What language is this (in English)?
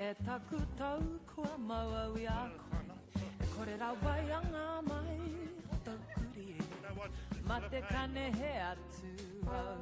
Māori